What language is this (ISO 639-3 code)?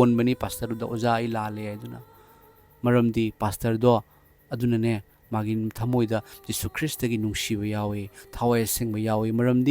mni